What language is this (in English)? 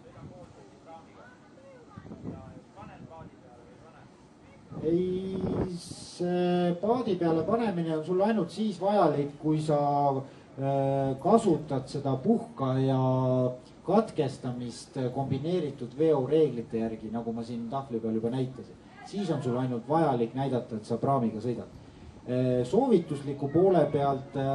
Estonian